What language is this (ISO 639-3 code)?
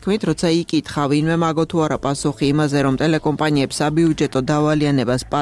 kat